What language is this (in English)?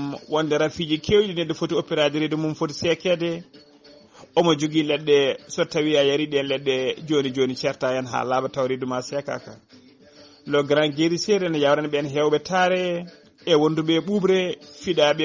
Fula